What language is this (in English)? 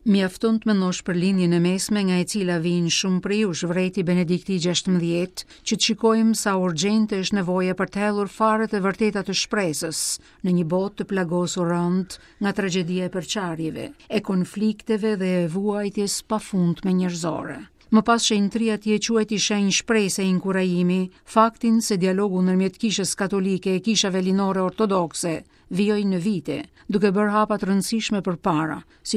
Albanian